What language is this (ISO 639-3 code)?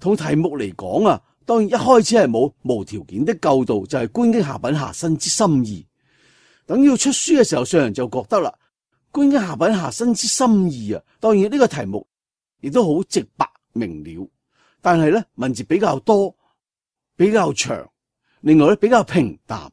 yue